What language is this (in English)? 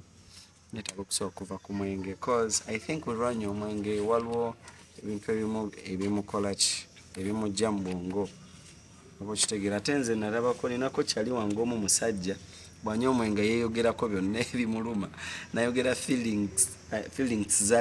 Ganda